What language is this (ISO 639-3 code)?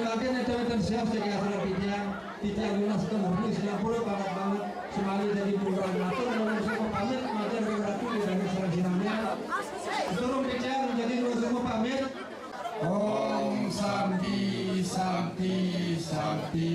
ban